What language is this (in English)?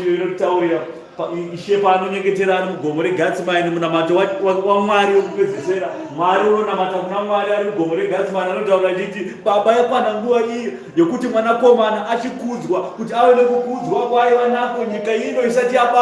Shona